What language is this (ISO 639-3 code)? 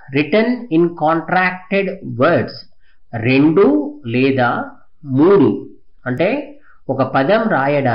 tel